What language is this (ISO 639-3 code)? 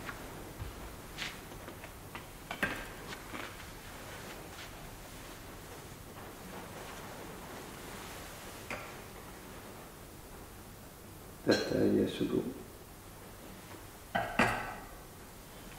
nor